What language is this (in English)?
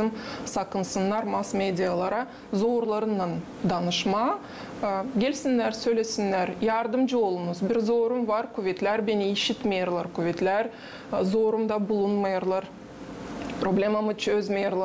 Gagauz